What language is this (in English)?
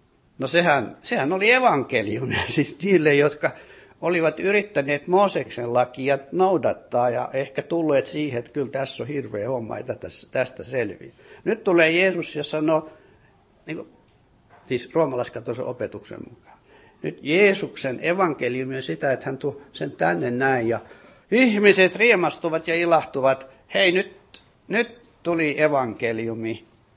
Finnish